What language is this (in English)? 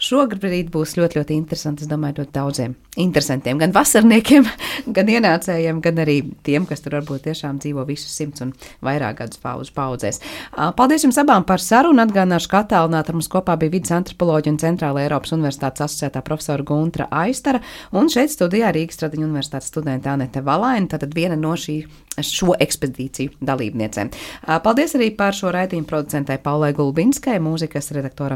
Latvian